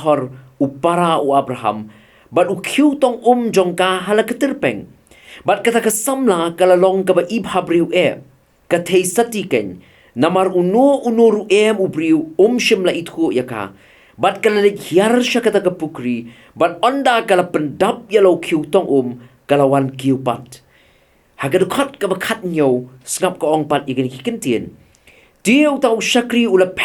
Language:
Khasi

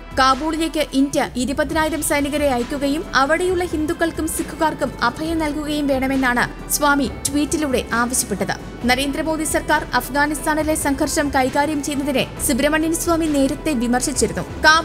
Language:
Malayalam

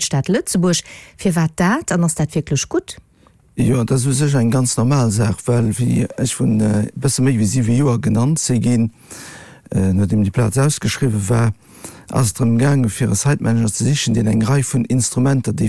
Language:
Luxembourgish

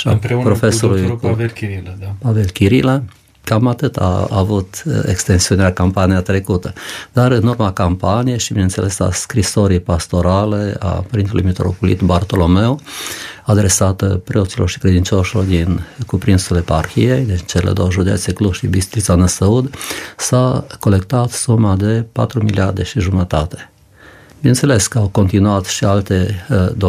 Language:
Romanian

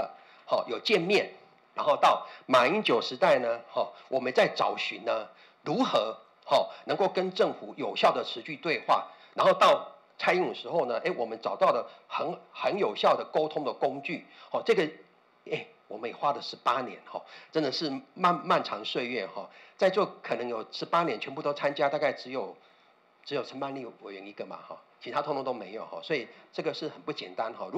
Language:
Chinese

